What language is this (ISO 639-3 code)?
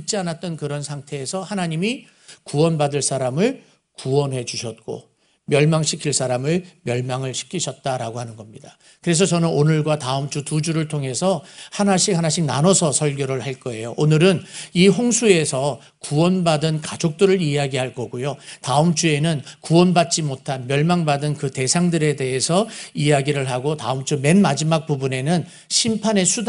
kor